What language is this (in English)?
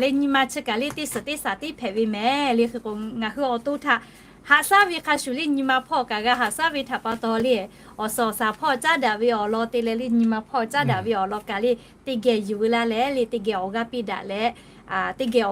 Lahu